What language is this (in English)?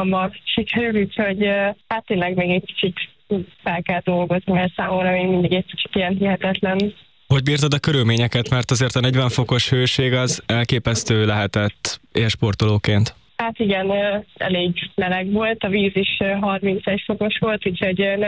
Hungarian